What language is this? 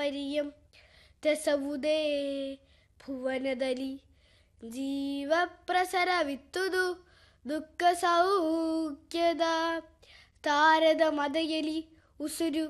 Kannada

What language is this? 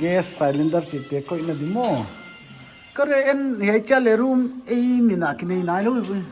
Paite Chin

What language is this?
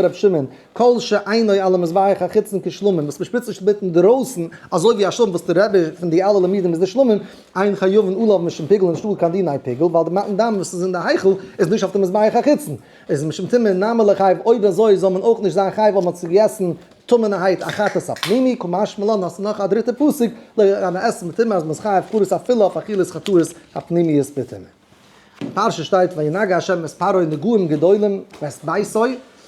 Yiddish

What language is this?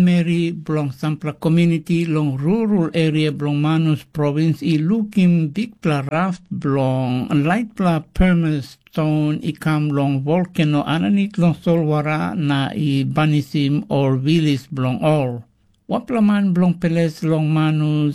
Tok Pisin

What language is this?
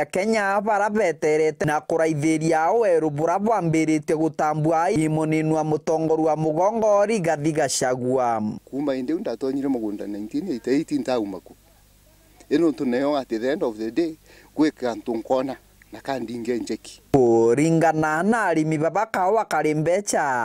Meru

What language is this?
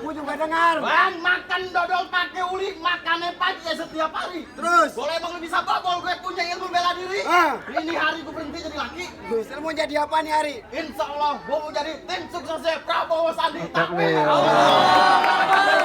Betawi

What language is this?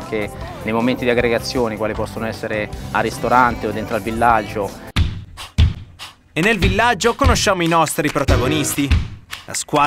Italian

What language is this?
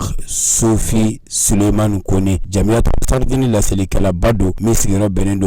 Bambara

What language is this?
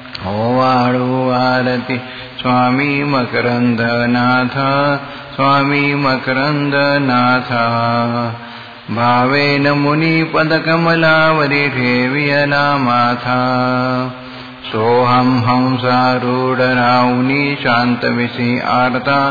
Marathi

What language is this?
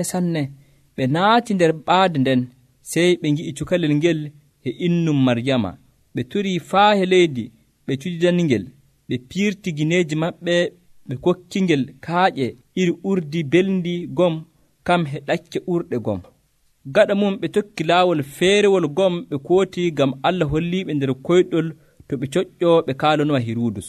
Nigerian Fulfulde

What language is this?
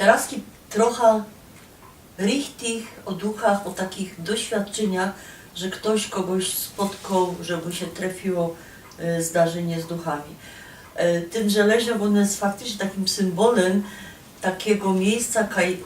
Silesian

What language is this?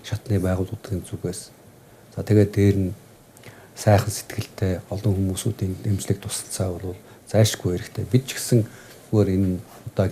Mongolian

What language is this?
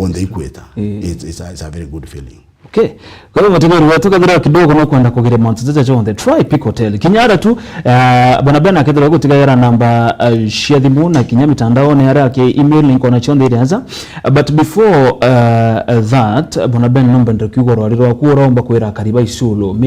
Meru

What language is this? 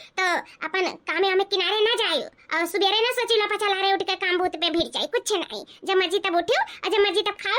Awadhi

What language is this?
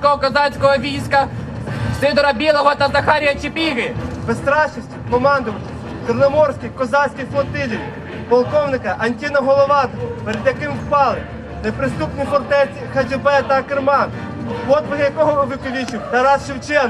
Ukrainian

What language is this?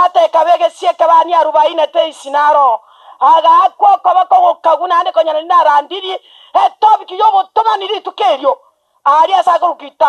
Gusii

